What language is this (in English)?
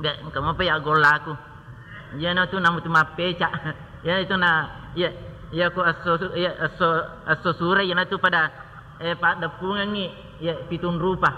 Buginese